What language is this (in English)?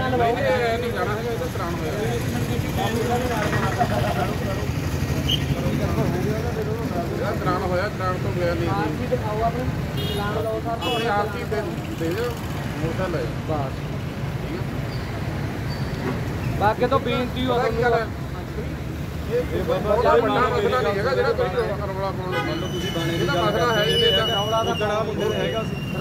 Punjabi